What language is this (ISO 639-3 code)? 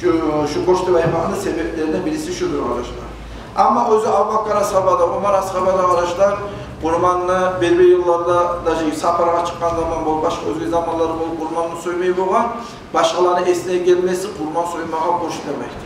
kum